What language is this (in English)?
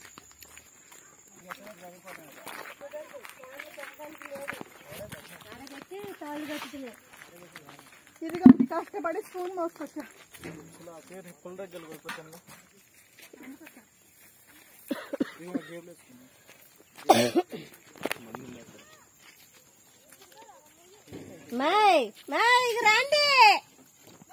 Telugu